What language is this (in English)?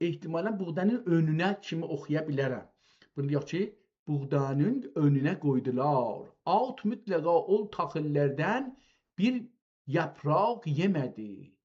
South Azerbaijani